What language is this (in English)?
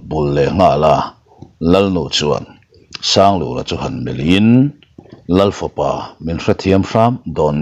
Mizo